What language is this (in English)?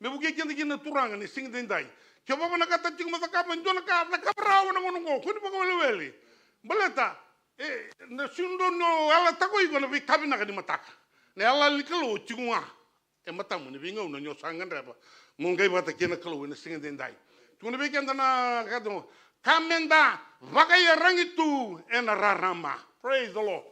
Fijian